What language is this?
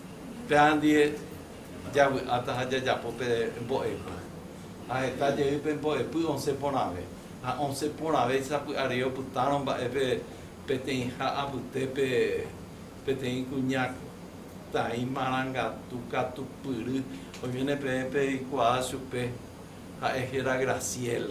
Guarani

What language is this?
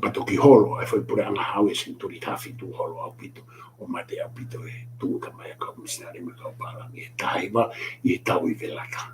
Tongan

